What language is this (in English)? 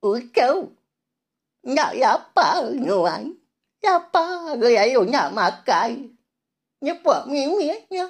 Iban